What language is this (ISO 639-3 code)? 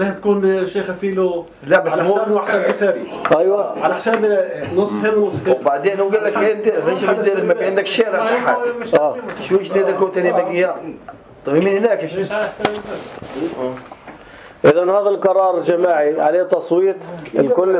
apc